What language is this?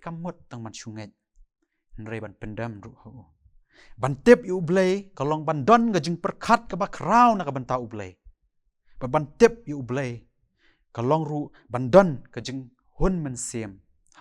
Khasi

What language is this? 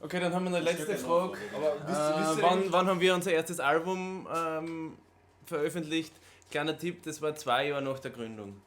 Bavarian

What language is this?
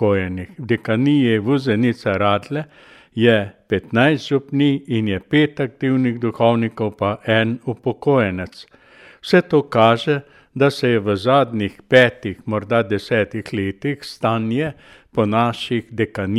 Slovenian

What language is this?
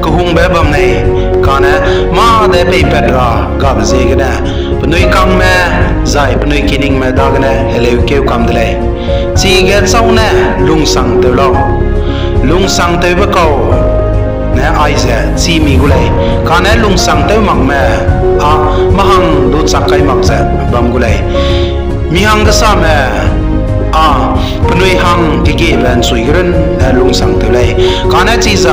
Zeme Naga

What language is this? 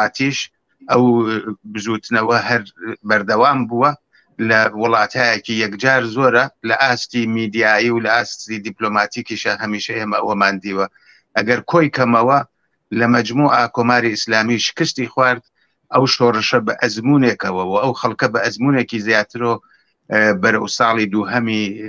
Central Kurdish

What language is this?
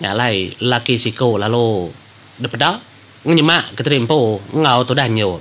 Iban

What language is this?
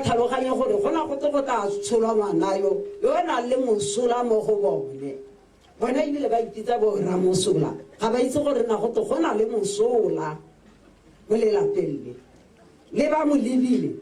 Tswana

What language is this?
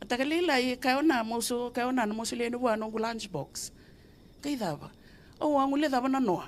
Fijian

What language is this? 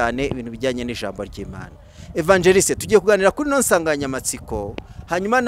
Kinyarwanda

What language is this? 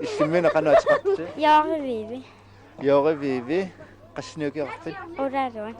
Kalaallisut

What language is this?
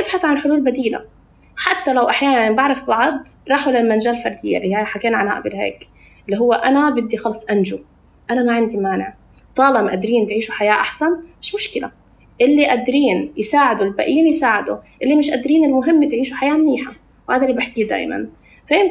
North Levantine Arabic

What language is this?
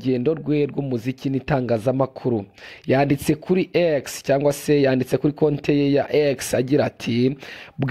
Kinyarwanda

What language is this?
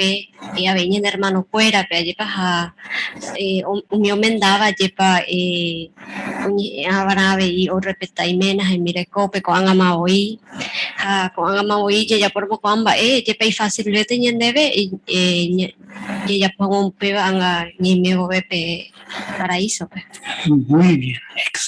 Guarani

